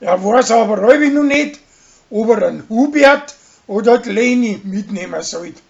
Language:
Bavarian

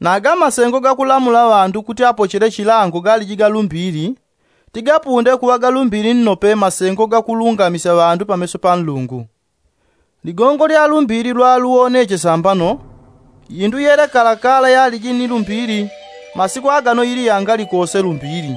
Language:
Yao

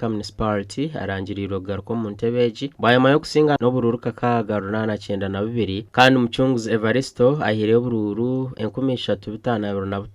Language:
Nyankole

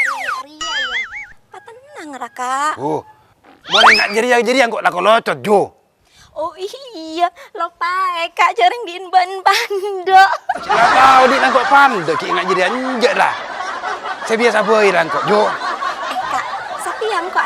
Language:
Madurese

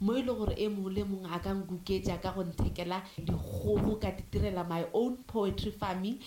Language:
Northern Sotho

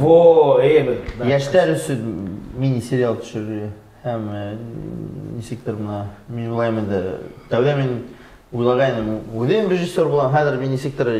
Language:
Bashkir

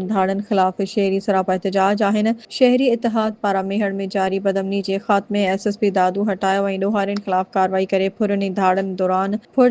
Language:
Sindhi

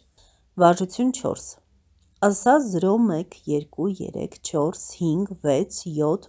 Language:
Armenian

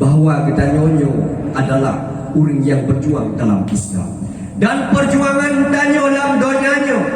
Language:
Achinese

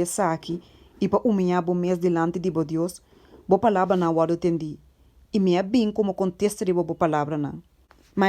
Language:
Papiamento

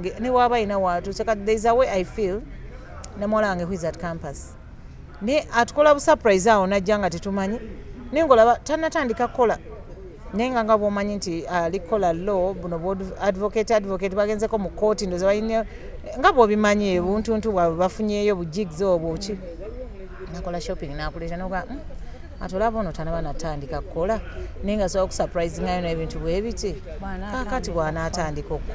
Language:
Ganda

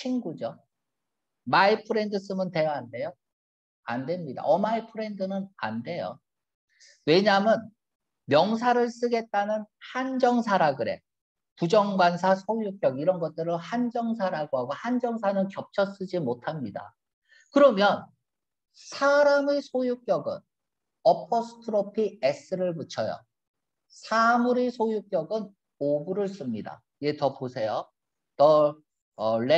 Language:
Korean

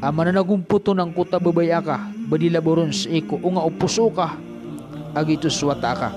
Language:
Maranao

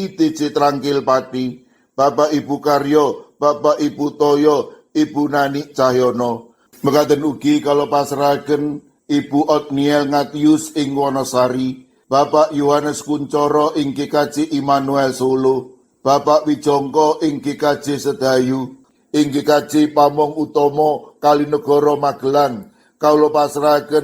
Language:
Javanese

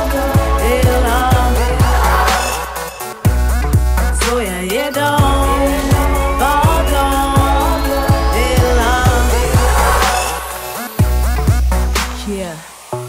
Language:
Swedish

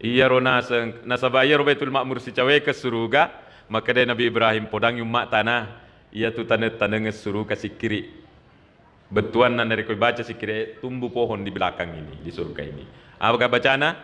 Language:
Buginese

